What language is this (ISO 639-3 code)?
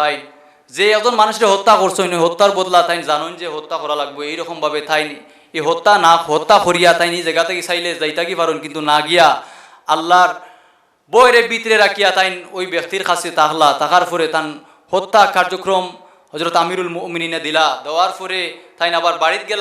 syl